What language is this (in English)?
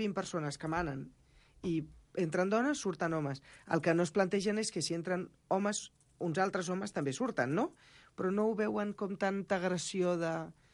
Catalan